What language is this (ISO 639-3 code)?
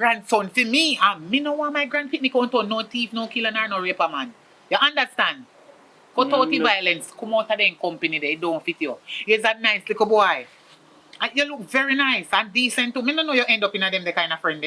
jam